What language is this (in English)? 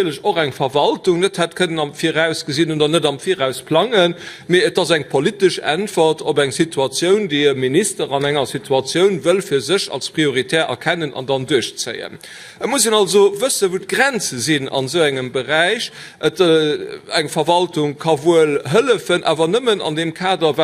Luxembourgish